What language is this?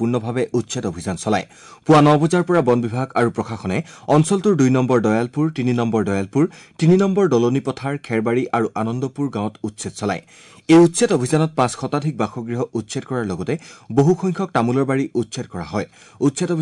Assamese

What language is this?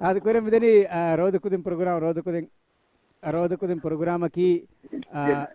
Divehi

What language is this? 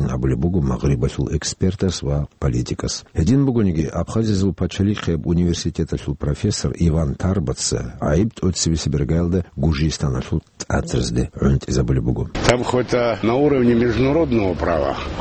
Avaric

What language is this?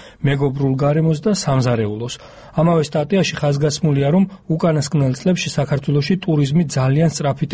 Georgian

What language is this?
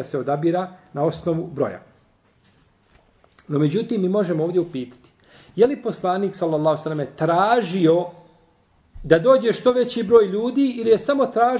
Bosnian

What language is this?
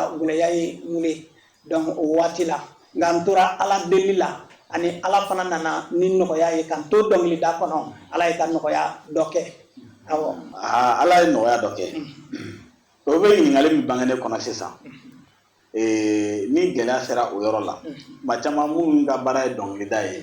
Bambara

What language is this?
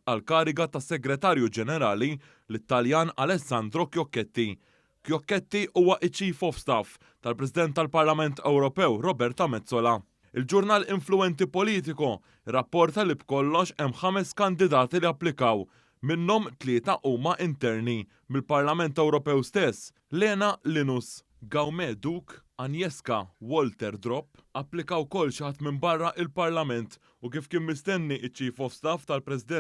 Maltese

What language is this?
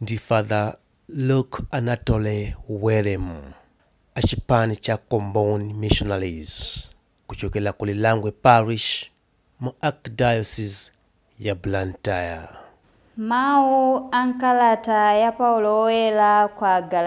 Nyanja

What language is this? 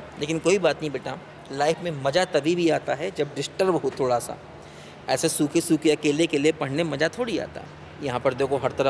Hindi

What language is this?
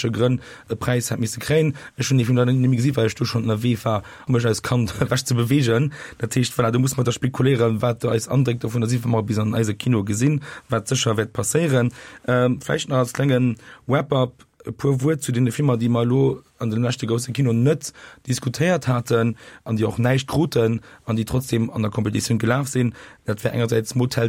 Luxembourgish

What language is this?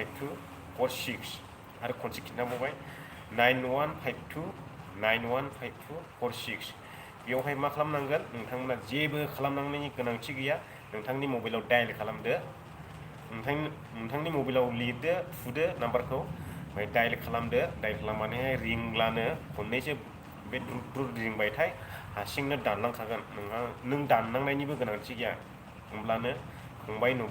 Bodo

